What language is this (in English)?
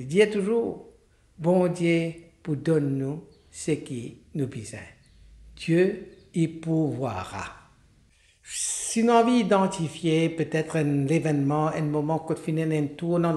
Morisyen